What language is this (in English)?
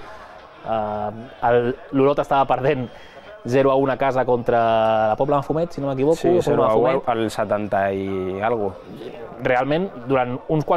Catalan